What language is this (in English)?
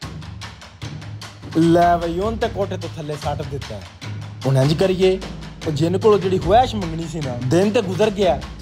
Punjabi